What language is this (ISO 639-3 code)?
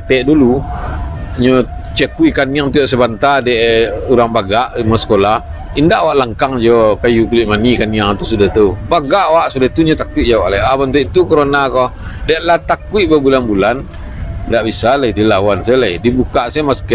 min